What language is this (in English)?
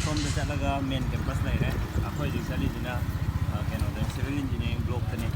Manipuri